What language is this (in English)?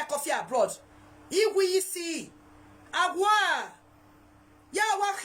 Nigerian Pidgin